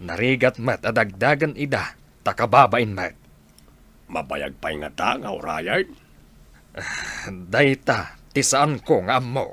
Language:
Iloko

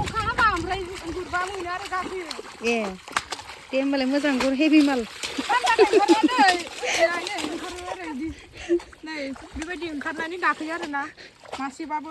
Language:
Bodo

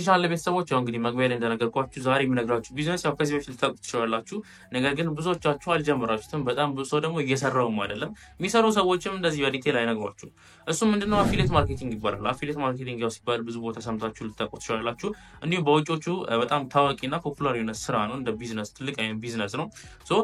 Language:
Amharic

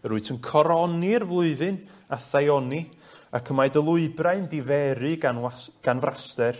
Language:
Welsh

